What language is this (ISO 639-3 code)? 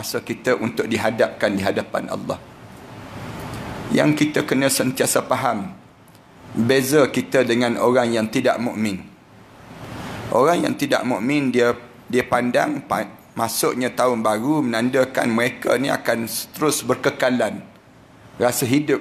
msa